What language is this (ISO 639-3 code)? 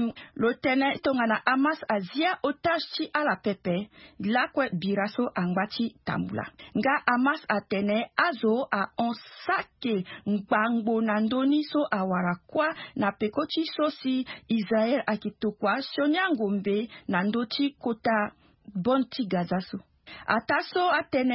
sag